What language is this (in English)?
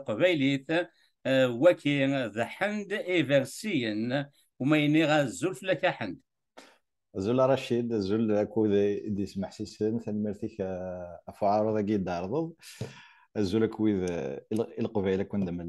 Kabyle